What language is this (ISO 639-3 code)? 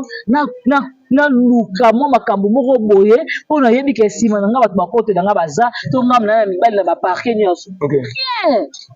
lin